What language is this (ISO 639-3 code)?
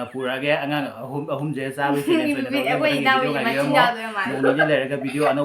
mni